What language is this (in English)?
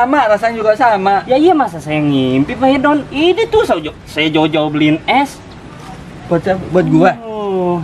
Betawi